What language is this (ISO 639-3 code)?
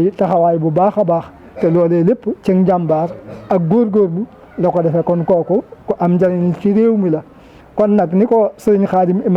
wol